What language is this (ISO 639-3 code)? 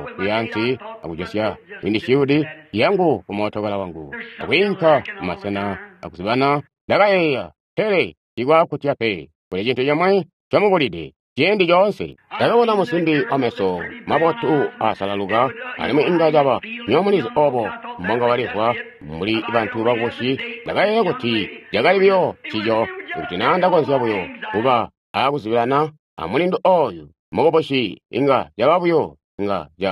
toi